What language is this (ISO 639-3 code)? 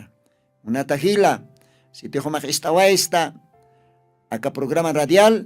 aym